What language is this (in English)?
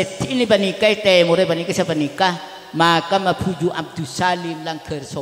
Madurese